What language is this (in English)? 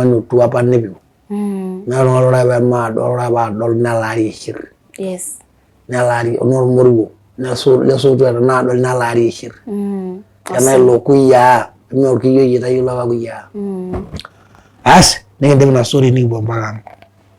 Masai